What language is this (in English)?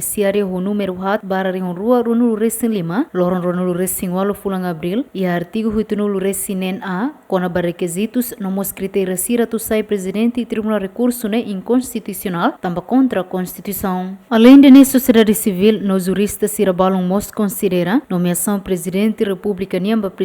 Tetum